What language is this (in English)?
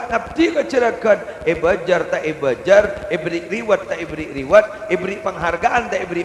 Madurese